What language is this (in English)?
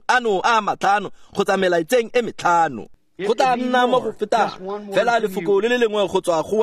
Tswana